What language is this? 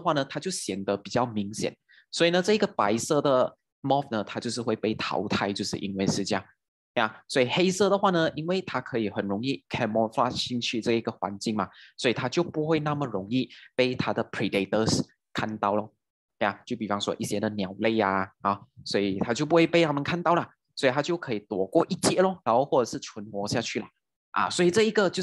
Chinese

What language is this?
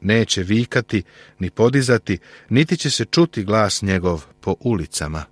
Serbian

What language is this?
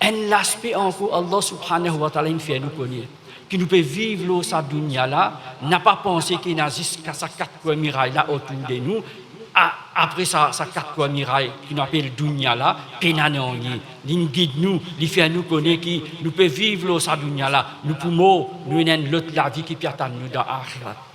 Morisyen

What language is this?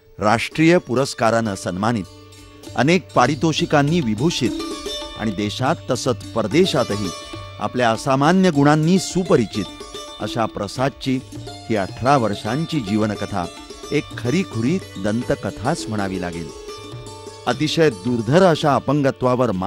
Marathi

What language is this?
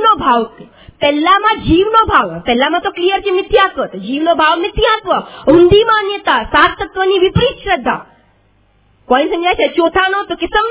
Gujarati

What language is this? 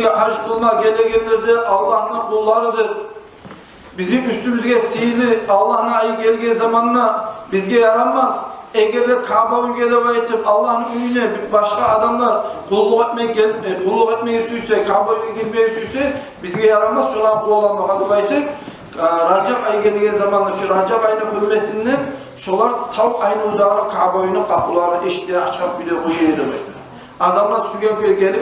Kumyk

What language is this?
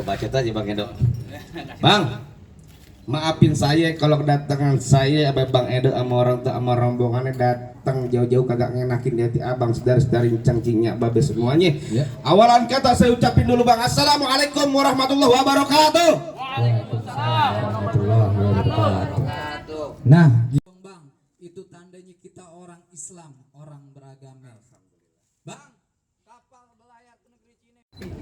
Betawi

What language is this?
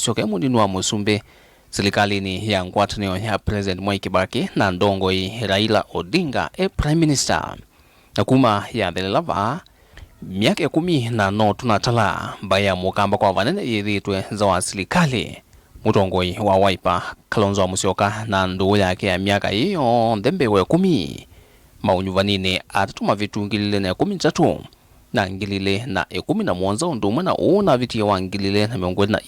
Kamba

